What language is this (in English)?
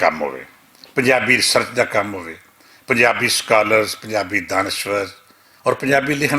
Western Panjabi